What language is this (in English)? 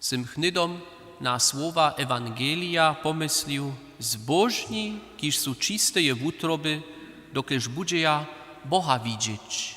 Upper Sorbian